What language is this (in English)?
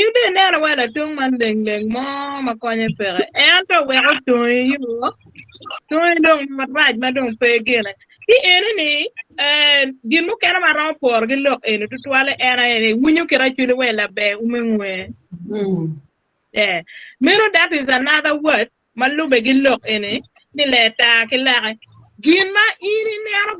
Acoli